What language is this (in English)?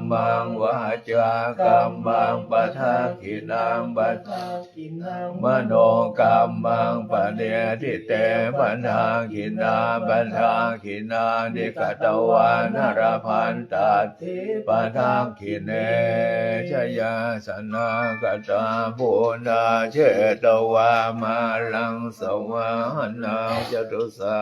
Pali